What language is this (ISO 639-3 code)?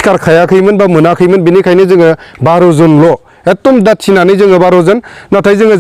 brx